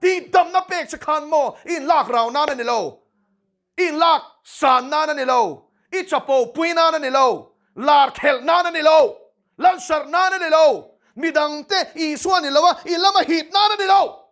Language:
Mizo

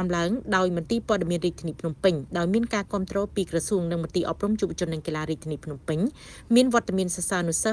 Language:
Khmer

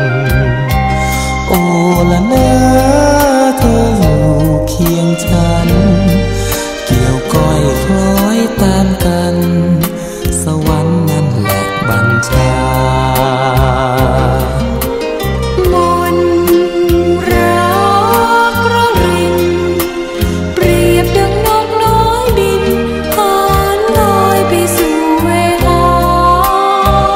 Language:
Thai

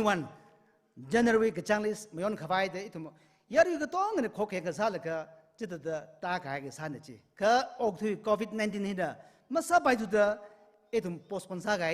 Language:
Tangkhul Naga (India)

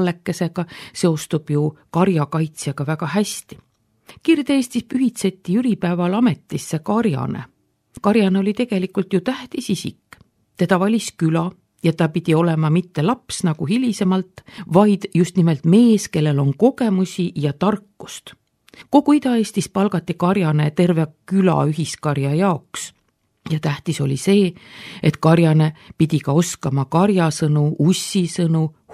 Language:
Estonian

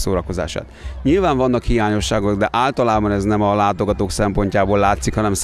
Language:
Hungarian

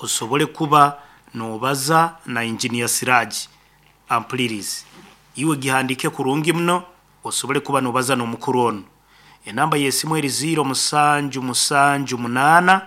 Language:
Nyoro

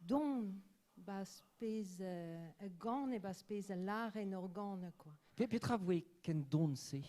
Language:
Breton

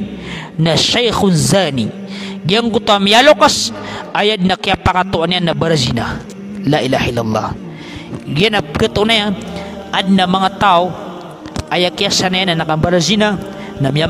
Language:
Maranao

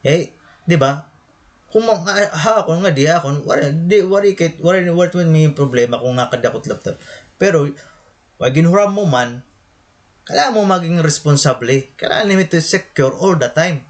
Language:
Waray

